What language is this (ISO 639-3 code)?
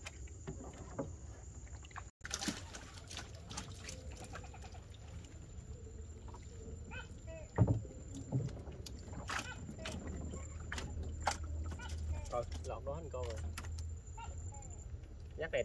vie